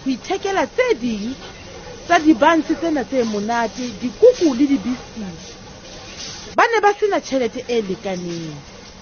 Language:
Southern Sotho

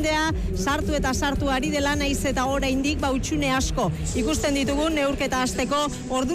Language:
Basque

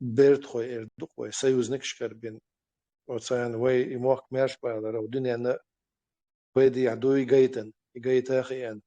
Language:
Chechen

